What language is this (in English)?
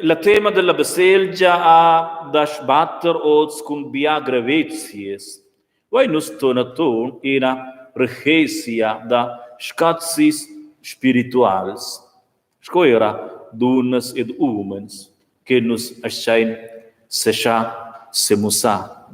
Romansh